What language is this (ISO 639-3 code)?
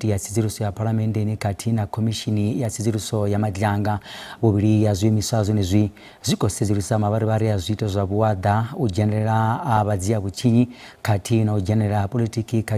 ven